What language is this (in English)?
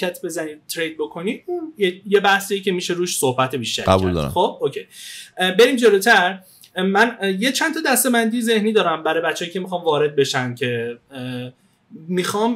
Persian